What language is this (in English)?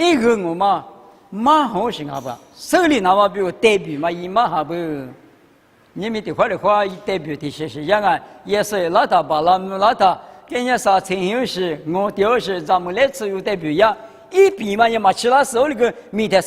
Lisu